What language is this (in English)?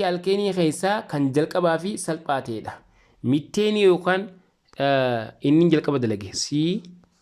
Oromo